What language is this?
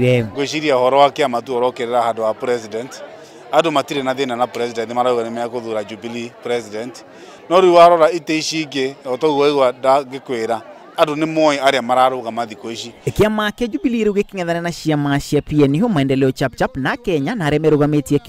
Kikuyu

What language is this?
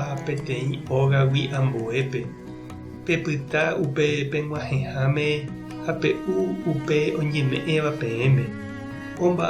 Guarani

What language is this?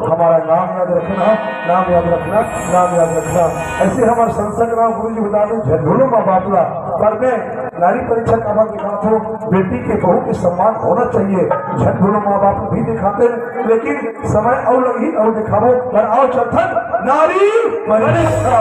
Chhattisgarhi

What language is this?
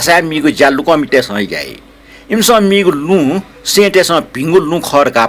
Newari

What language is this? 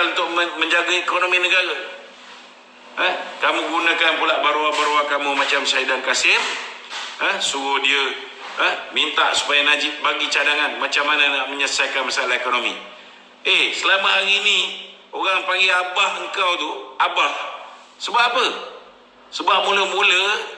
Malay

